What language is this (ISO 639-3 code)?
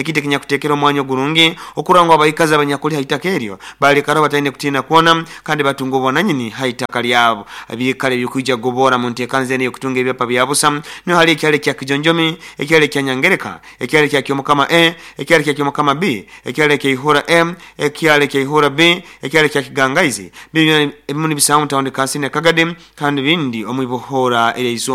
nyo